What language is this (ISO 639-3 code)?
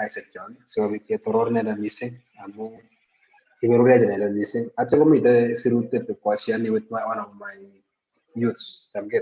kln